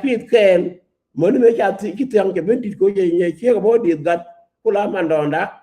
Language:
Nuer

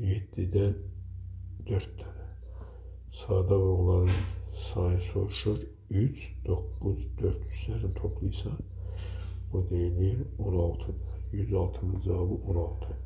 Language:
Azerbaijani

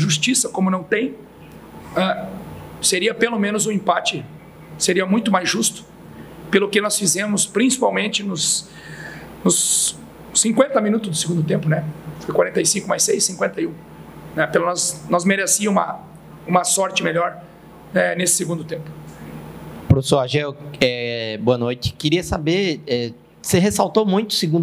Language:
Portuguese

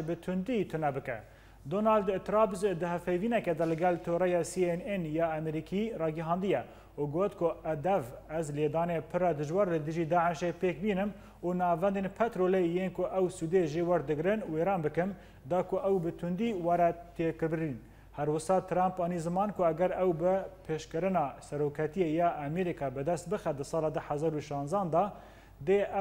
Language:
Kurdish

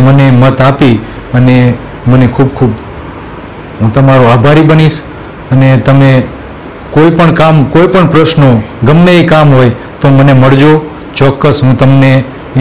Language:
Gujarati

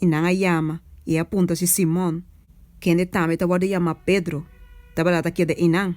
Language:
Papiamento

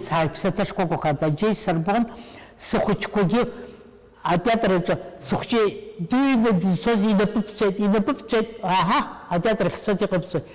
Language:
Abkhazian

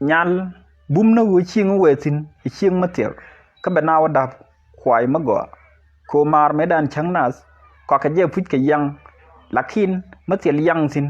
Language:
Nuer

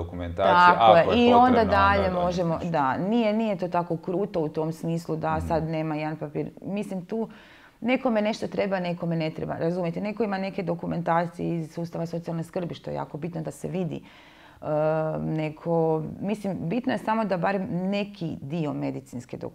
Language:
Croatian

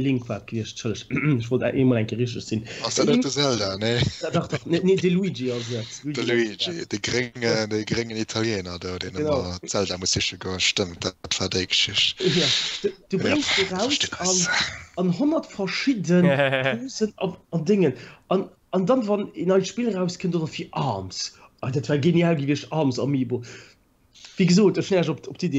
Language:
Luxembourgish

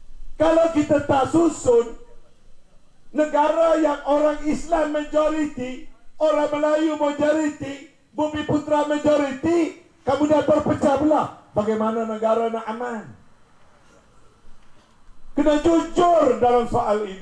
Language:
Malay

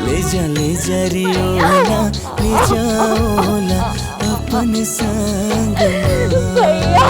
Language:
Chhattisgarhi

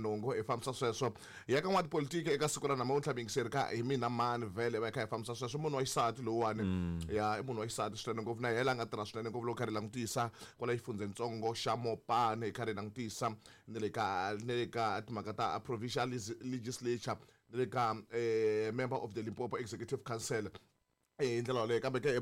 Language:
Tsonga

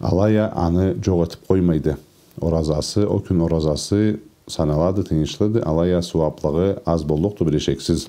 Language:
Karachay-Balkar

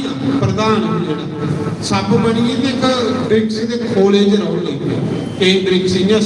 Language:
Dogri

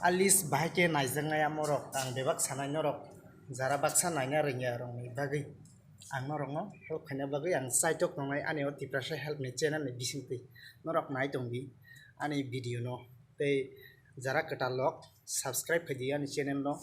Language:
Kok Borok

